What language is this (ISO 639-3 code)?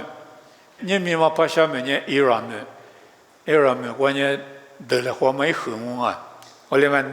lis